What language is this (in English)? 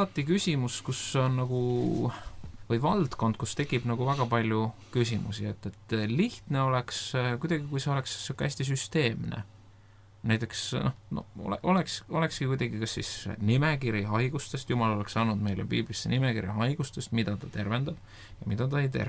Estonian